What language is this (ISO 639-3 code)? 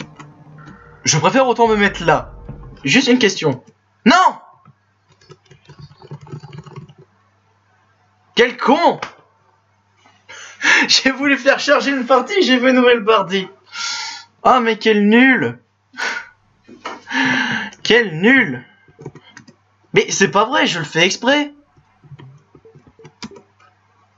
fra